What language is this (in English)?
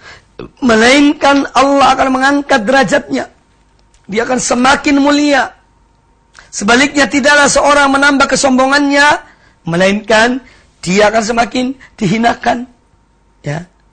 Indonesian